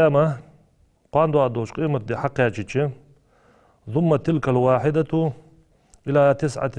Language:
Ingush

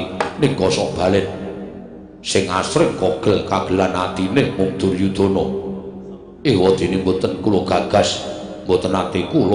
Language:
Javanese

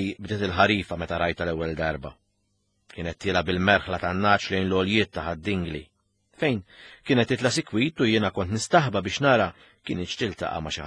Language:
Maltese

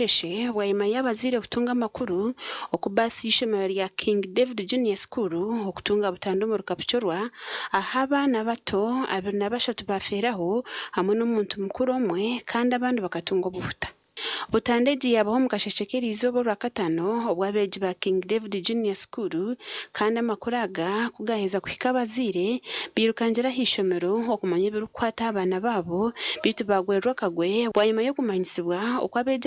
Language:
Nyankole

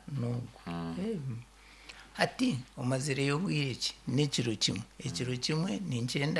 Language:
Nyoro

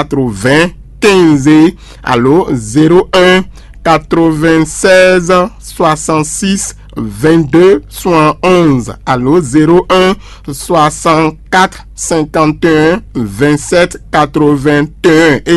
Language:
Fon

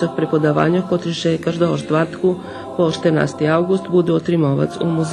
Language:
Rusyn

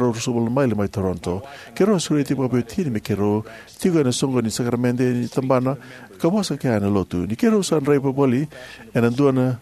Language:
Fijian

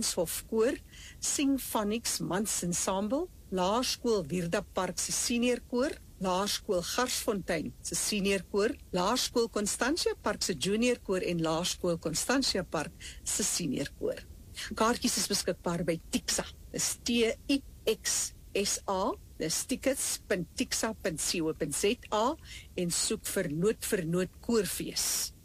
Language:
Afrikaans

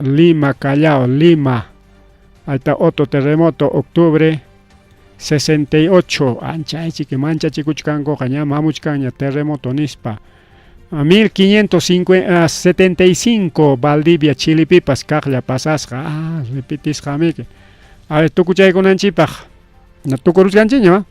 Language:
Ayacucho Quechua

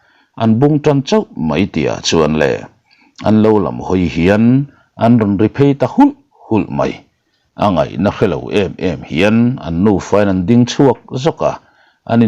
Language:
Mizo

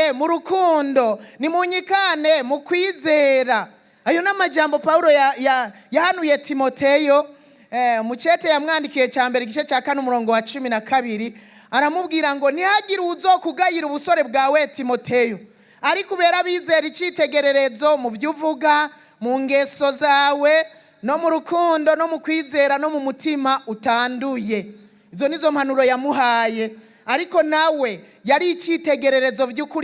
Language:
Rundi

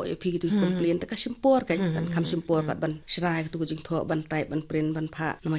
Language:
Khasi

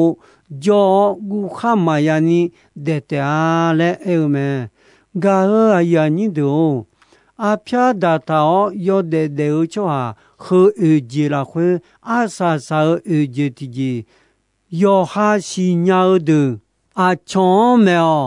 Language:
Akha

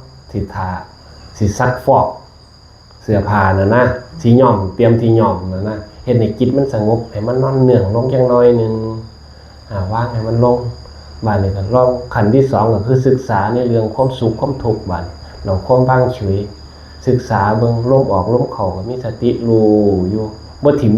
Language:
Northeastern Thai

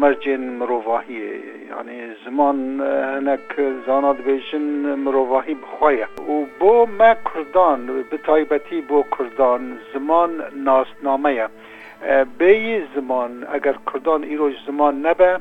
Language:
Kurdish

